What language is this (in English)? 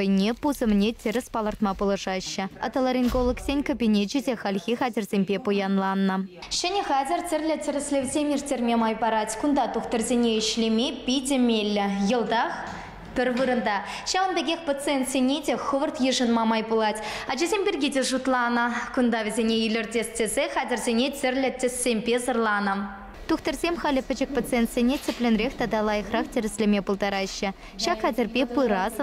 Chuvash